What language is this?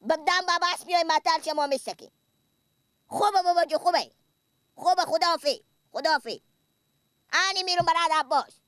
Persian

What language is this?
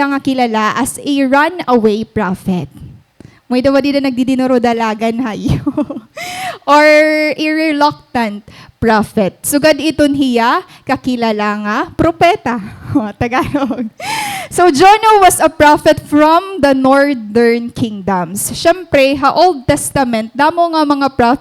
Waray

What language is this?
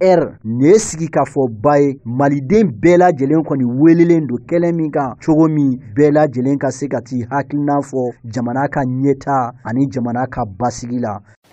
Bambara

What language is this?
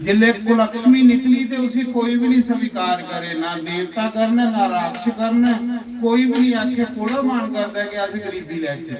Dogri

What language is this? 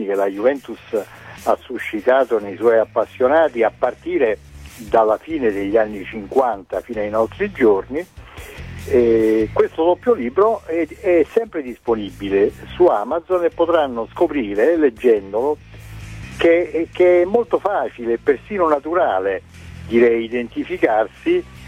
Italian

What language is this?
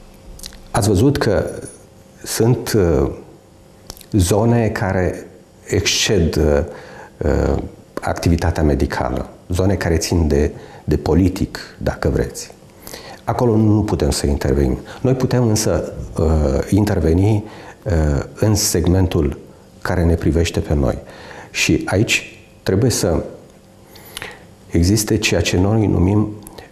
Romanian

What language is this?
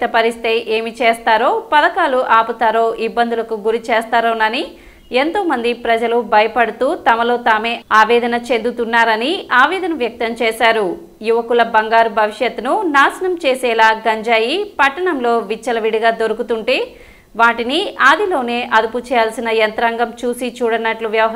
Telugu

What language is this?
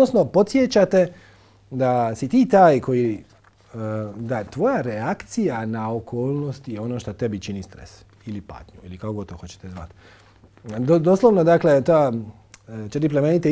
Croatian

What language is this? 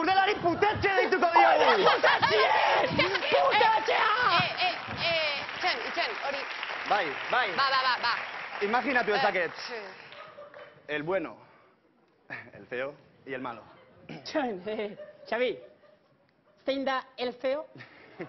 Basque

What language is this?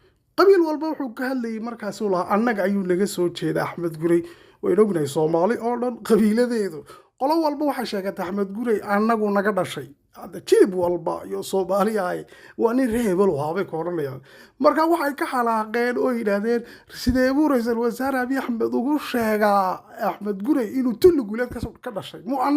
Somali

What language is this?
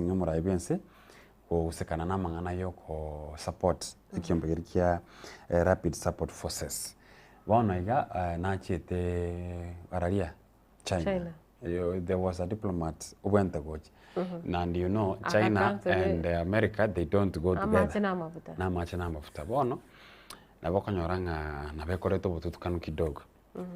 Gusii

